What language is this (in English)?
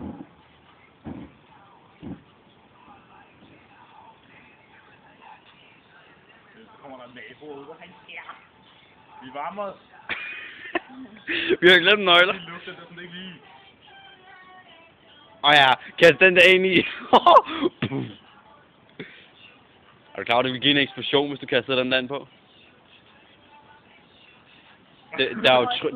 Danish